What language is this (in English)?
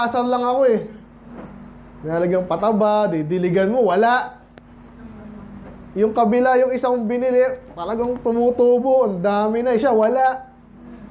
Filipino